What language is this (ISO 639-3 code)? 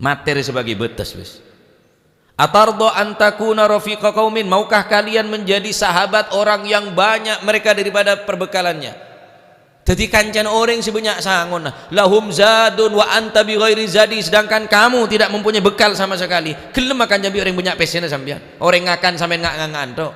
mad